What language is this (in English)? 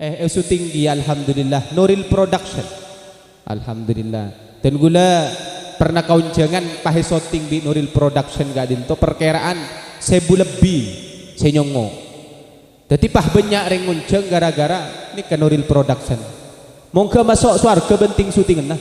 Madurese